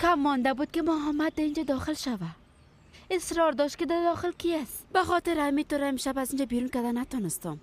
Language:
Persian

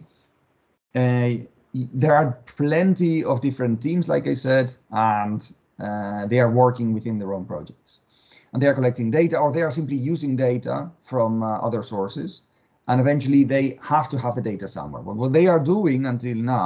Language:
English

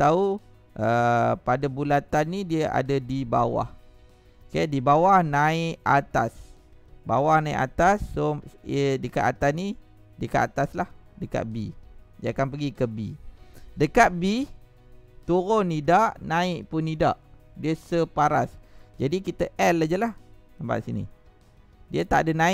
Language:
Malay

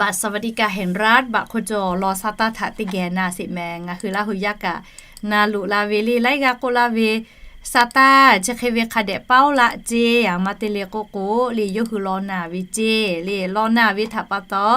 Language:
Lahu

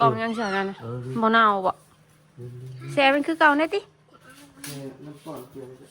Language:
Northeastern Thai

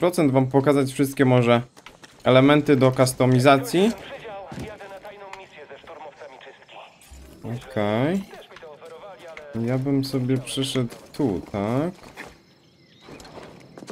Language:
Polish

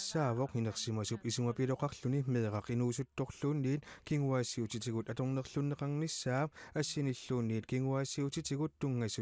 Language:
Kalaallisut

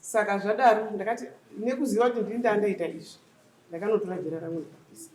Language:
Shona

